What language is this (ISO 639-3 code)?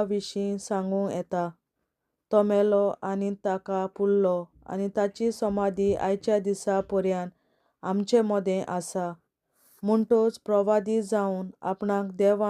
kok